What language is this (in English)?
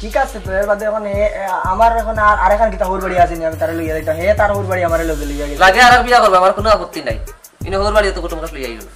Sylheti